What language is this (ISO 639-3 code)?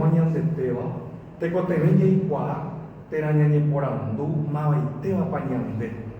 grn